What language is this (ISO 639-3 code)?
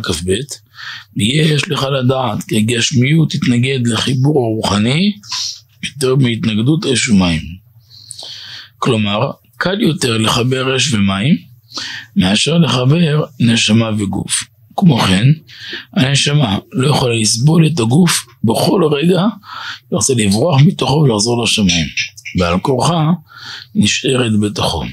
heb